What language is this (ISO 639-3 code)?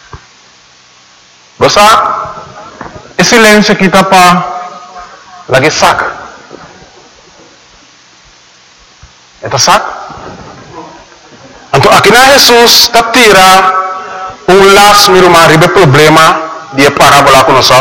pap